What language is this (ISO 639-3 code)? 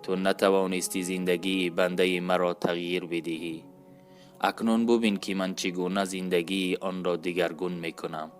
tgk